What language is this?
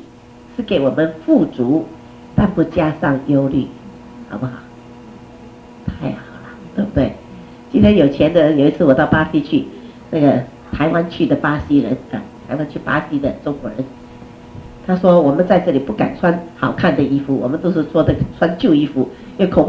Chinese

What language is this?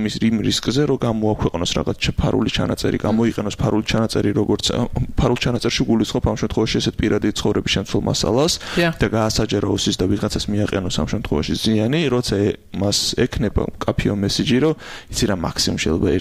Georgian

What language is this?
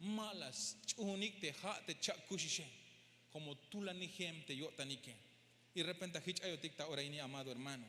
Tzeltal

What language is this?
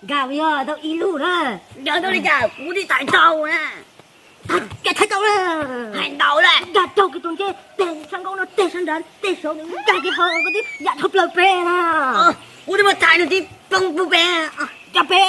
Hmong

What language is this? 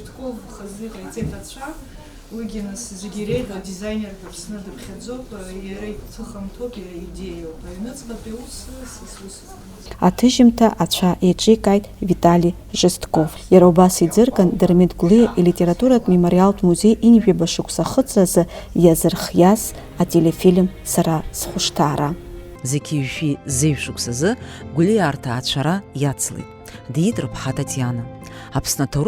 Abkhazian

